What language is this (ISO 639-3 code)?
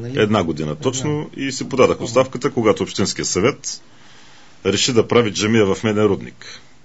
bul